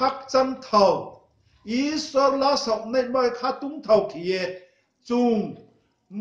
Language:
Riang (India)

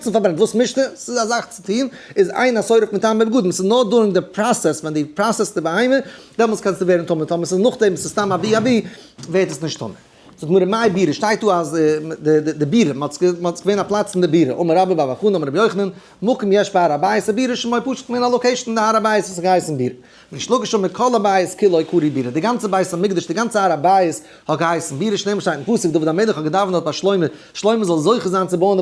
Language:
Yiddish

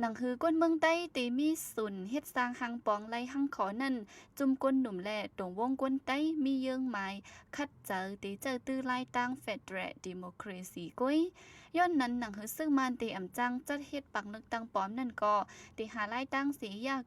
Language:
Shan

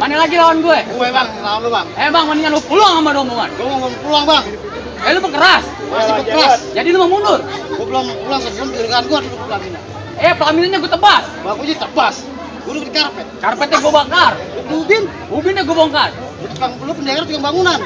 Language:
Betawi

